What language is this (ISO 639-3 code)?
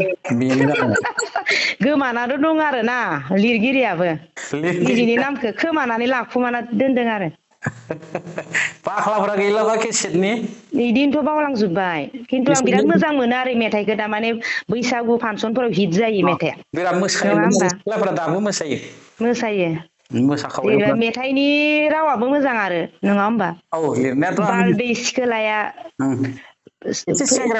brx